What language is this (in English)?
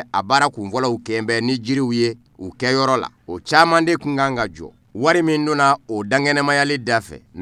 Bambara